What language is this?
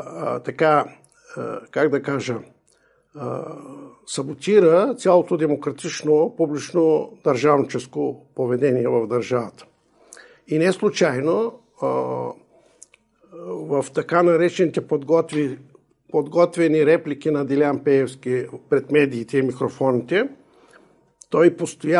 Bulgarian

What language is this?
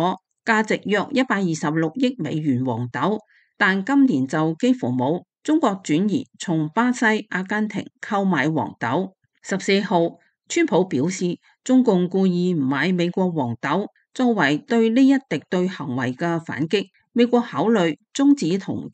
Cantonese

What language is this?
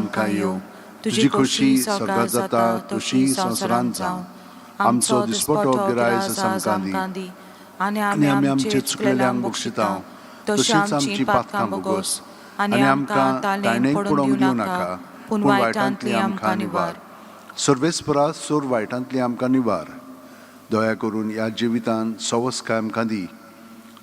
Konkani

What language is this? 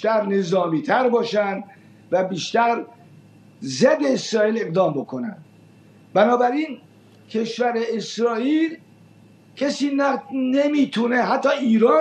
Persian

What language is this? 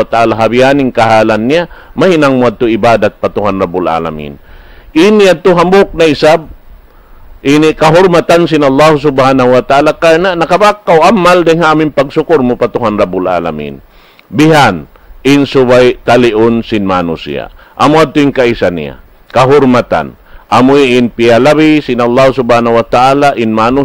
Tausug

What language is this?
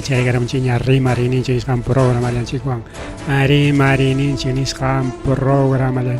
Ayacucho Quechua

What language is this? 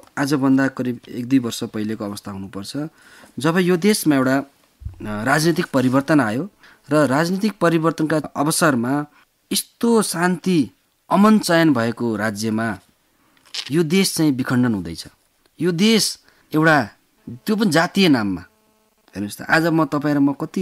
Nepali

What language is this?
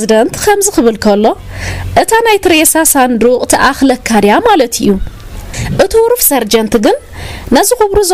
Tigrinya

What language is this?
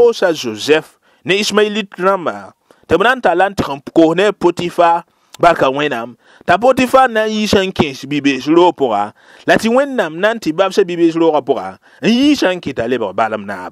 Mossi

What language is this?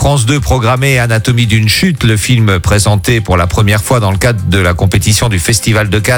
French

